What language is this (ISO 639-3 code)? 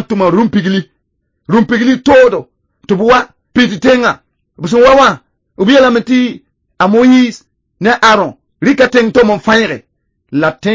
mos